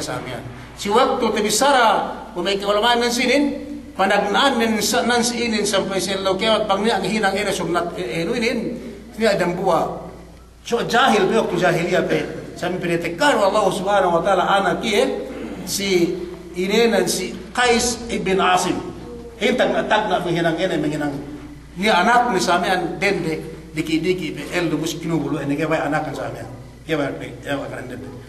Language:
Yakan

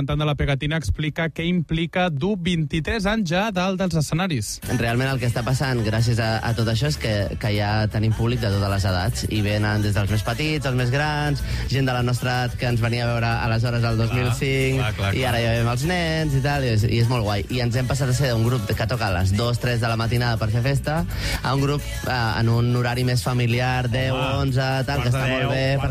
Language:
Catalan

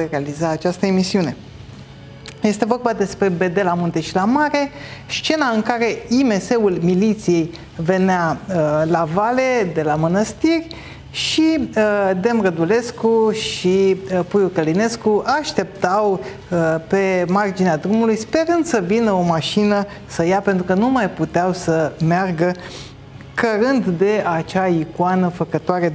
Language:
Romanian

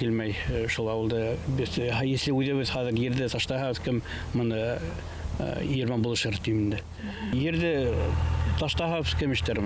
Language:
Bashkir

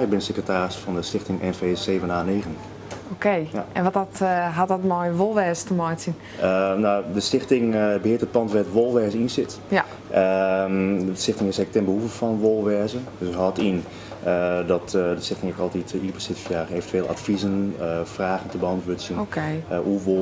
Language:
Western Frisian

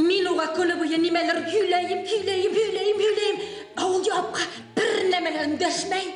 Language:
Bashkir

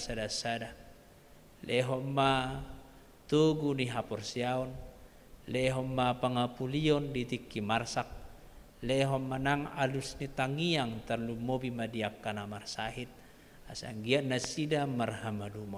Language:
Batak Toba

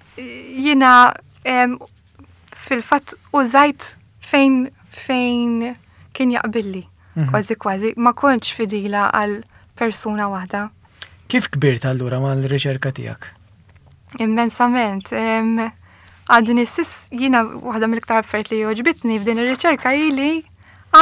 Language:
Maltese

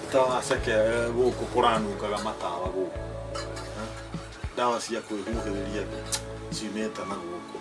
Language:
Kikuyu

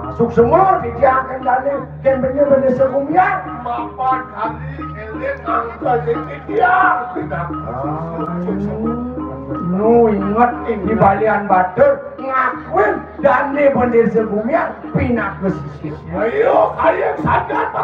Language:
Balinese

